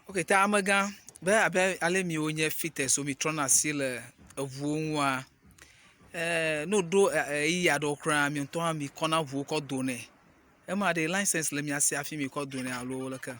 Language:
Ewe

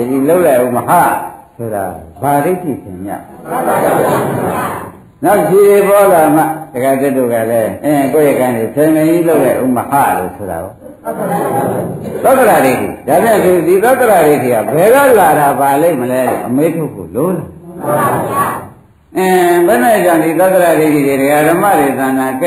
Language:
Burmese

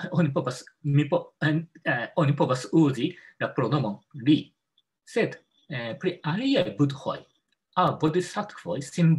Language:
Esperanto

